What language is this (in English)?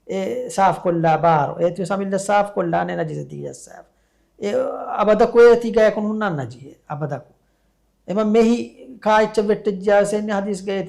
Divehi